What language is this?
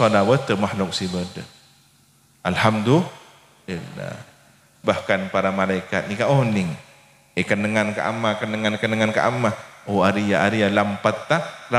Madurese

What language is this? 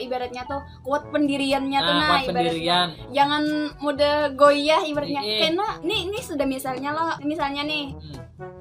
Banjar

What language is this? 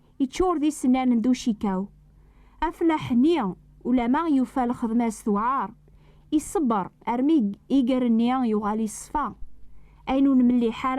Kabyle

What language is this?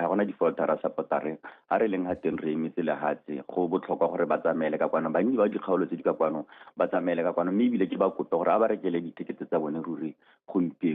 Tswana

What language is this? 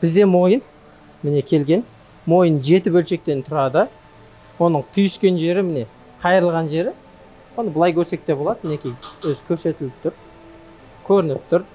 Kazakh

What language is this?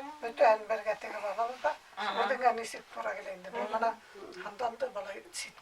Bashkir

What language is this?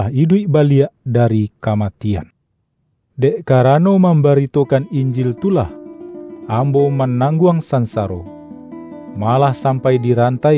Minangkabau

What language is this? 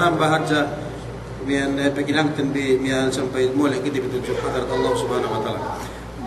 Yakan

